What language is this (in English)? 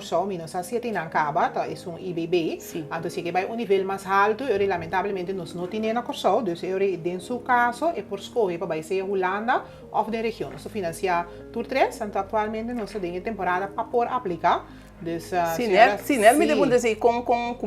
Papiamento